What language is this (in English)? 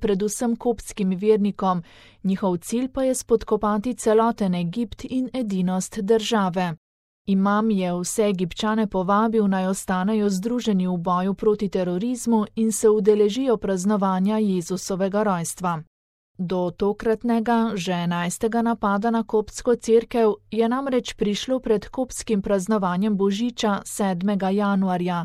Slovenian